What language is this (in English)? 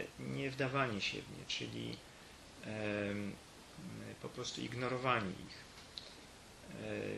Polish